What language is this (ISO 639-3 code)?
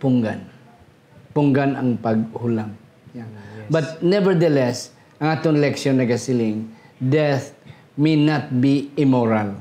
hil